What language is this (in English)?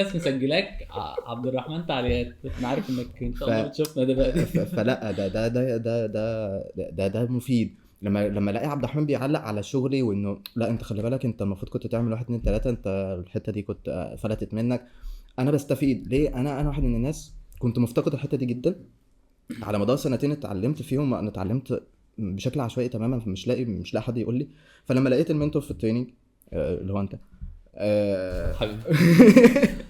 Egyptian Arabic